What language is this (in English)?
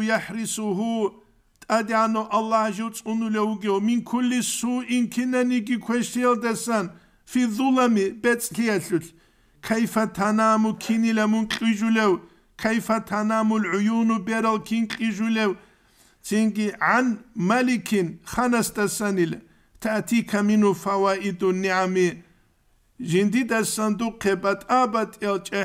Avaric